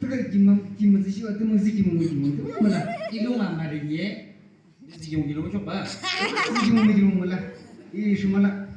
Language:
Yimchungru Naga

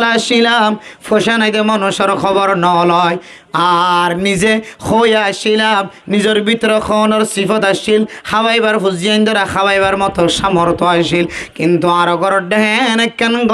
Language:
Rohingya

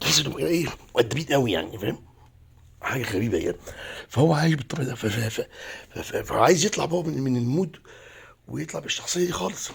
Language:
Egyptian Arabic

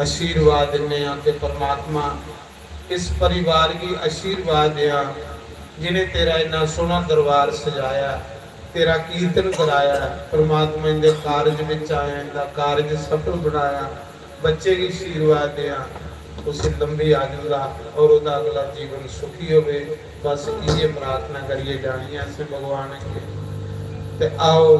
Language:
Dogri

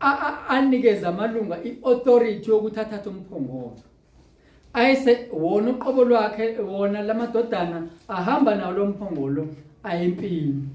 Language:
Zulu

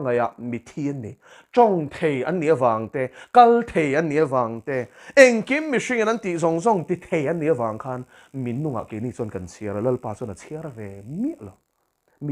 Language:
Mizo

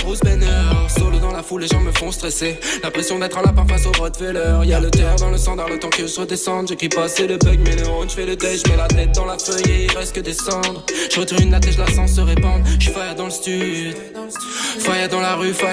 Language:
French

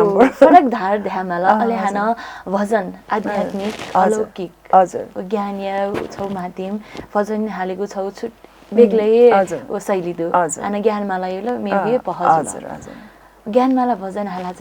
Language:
Newari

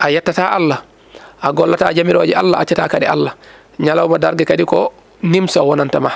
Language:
Fula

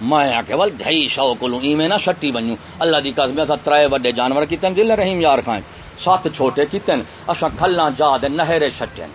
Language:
Saraiki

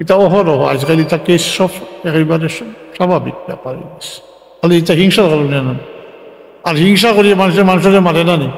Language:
Sylheti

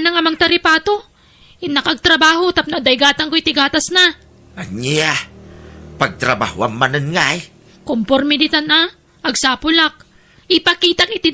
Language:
Iloko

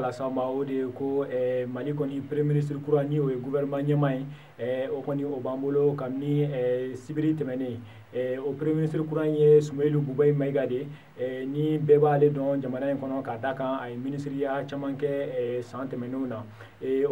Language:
Bambara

